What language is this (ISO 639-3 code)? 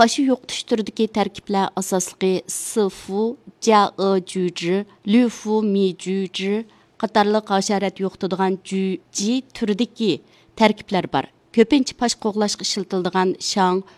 uig